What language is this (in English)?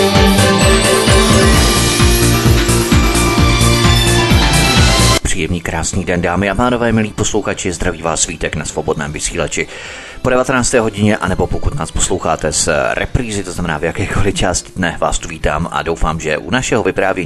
Czech